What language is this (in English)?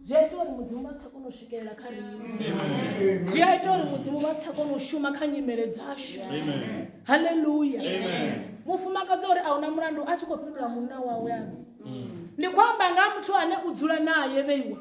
Venda